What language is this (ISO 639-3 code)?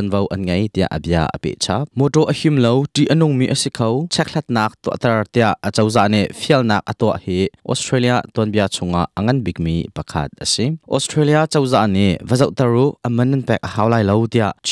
cnh